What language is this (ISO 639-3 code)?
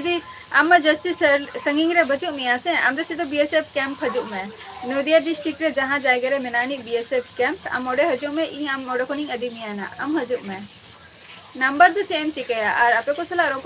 sat